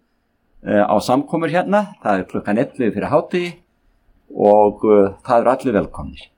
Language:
Icelandic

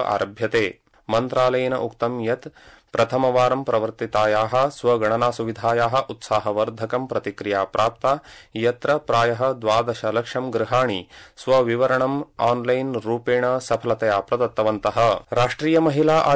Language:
Sanskrit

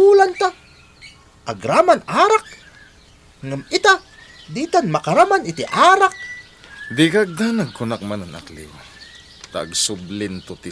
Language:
Iloko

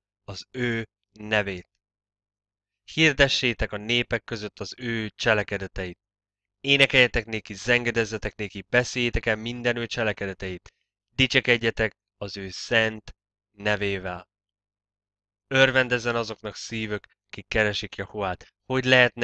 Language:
Hungarian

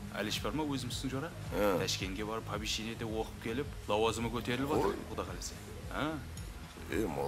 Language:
Kara-Kalpak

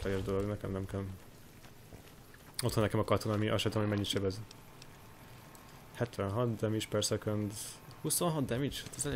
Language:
Hungarian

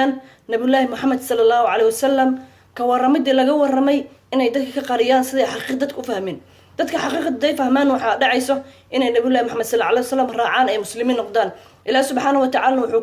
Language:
Somali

